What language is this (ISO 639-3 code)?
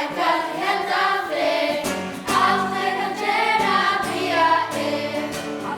fao